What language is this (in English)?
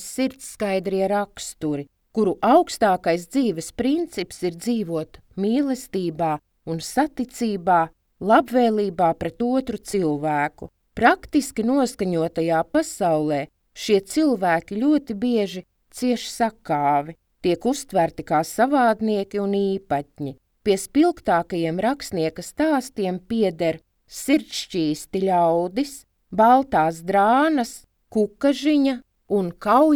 Latvian